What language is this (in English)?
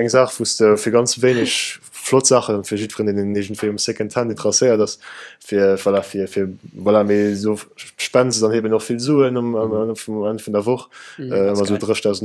Luxembourgish